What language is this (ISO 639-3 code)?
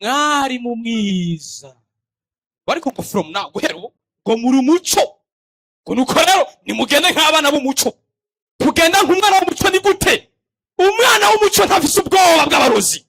run